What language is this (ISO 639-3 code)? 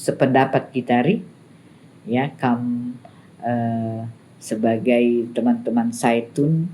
btx